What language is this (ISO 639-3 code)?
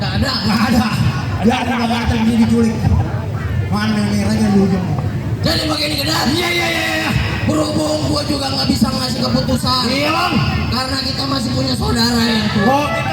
bew